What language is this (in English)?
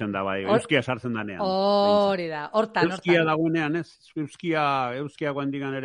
Basque